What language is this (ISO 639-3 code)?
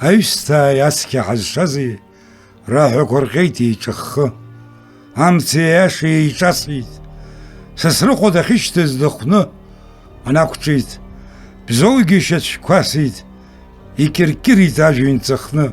abk